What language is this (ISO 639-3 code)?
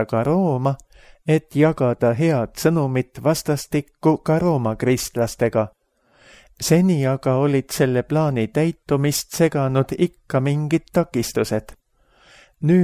est